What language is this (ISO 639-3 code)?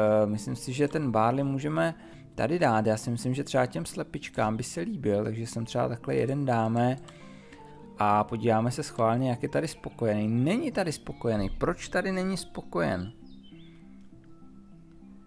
ces